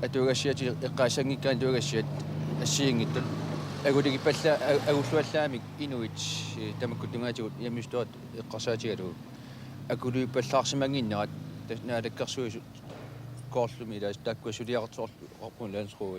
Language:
Kalaallisut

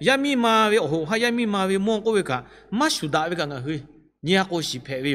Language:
Lahu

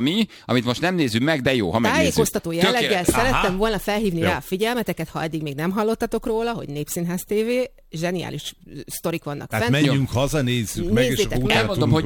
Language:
Hungarian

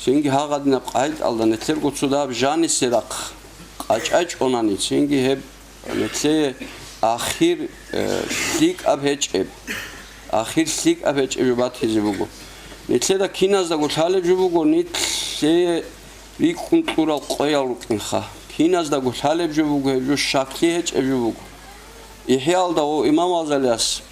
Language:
Avaric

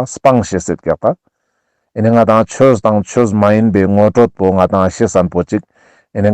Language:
Ladakhi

